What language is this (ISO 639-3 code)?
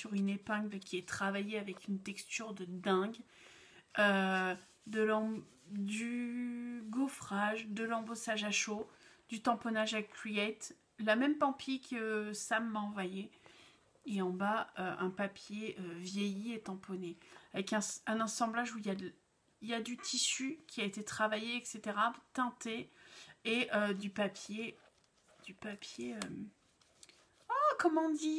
fra